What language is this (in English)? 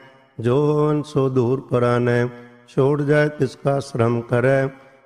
Punjabi